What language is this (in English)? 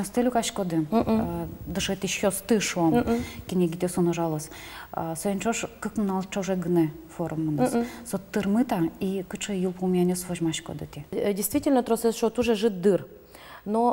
Udmurt